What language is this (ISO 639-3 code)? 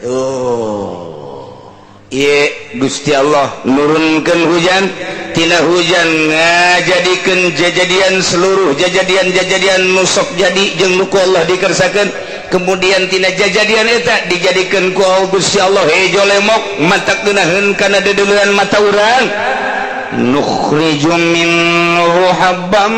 sun